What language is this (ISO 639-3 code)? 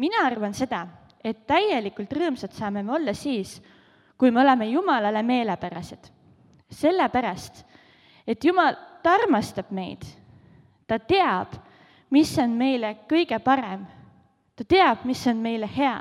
est